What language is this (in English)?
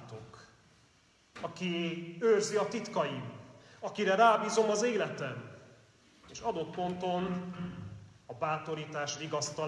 Hungarian